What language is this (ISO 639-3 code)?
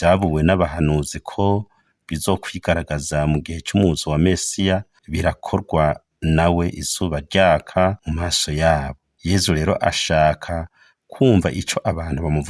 run